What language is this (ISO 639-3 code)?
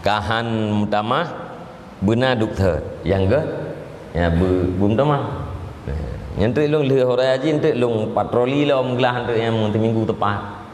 ace